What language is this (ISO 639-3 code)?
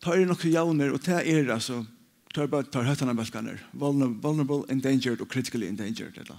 fao